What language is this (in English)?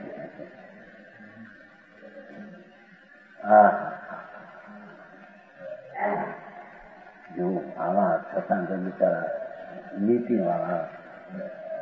Gujarati